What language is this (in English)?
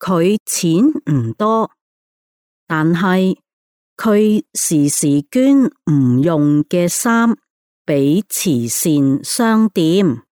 Cantonese